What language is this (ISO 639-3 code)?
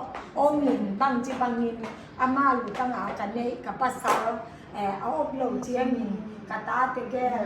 ctd